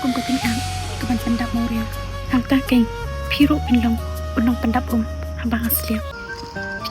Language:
Khasi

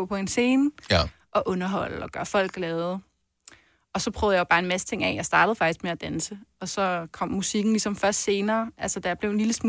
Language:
Danish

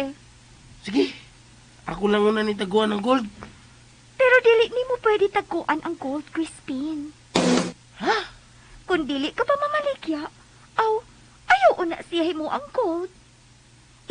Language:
Cebuano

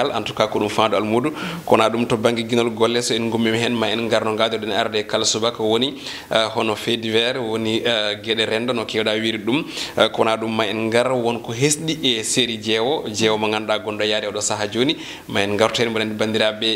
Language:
Fula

